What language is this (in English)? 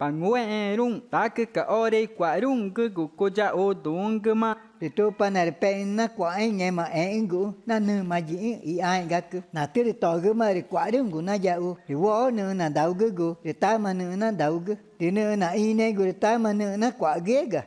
Ticuna